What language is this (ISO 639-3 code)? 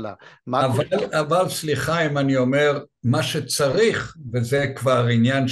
heb